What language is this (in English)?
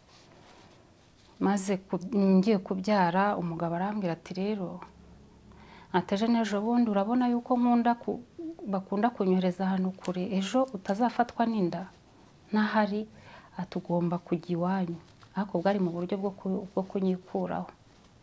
Kinyarwanda